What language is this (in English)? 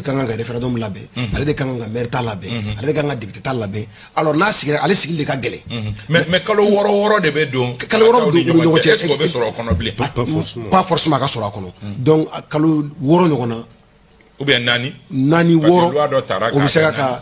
Bambara